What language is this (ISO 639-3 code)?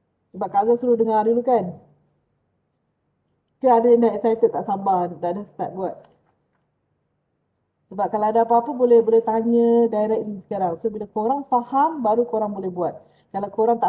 msa